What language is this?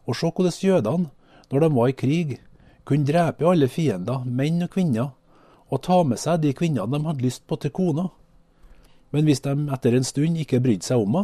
Norwegian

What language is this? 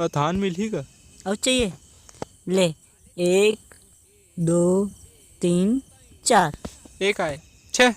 Chhattisgarhi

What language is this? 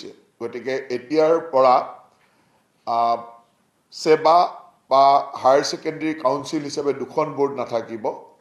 Assamese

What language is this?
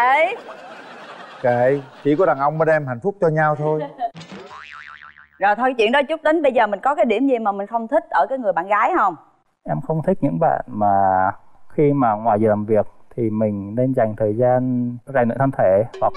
Vietnamese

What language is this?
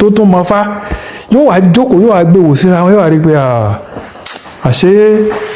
Yoruba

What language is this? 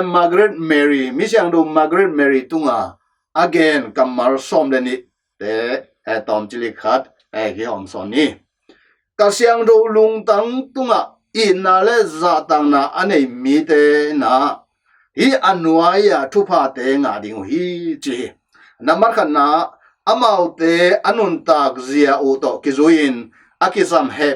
Tedim Chin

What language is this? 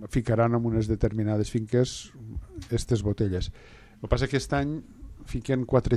Catalan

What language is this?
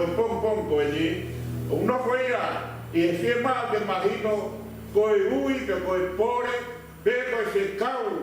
Tongan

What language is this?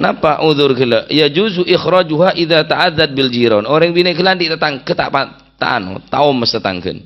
Madurese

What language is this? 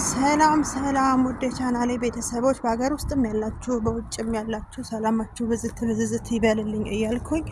Amharic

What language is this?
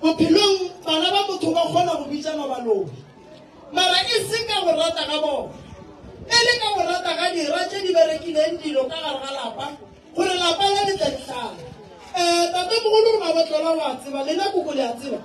Northern Sotho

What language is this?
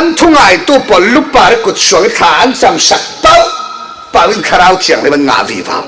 Falam Chin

